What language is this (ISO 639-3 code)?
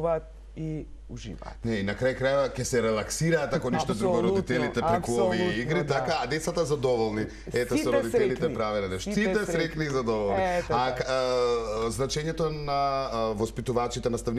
mkd